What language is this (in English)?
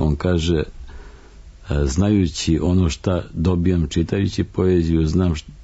Serbian